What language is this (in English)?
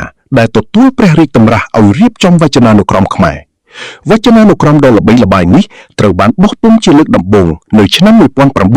Khmer